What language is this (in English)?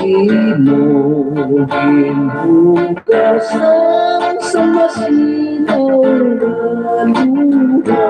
Hiligaynon